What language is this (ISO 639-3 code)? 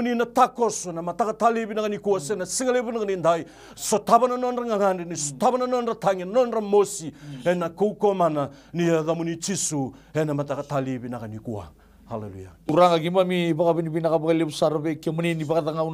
fij